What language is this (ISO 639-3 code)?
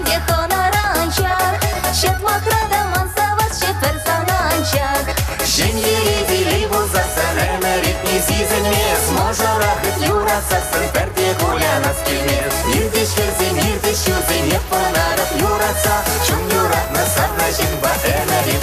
chv